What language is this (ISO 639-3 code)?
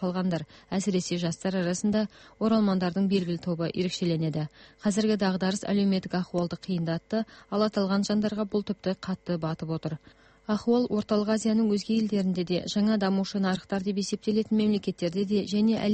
kaz